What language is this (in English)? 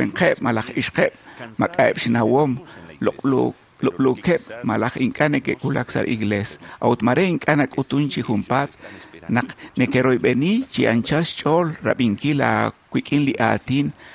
Kekchí